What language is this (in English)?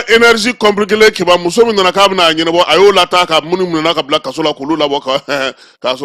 Bambara